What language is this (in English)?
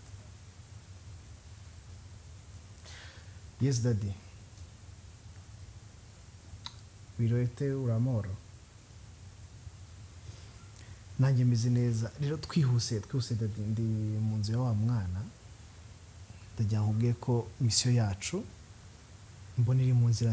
Kinyarwanda